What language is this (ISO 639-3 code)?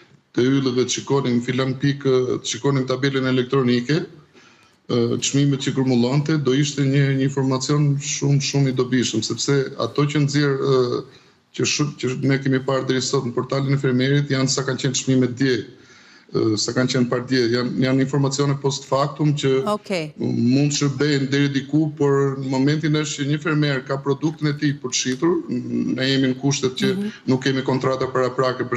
sqi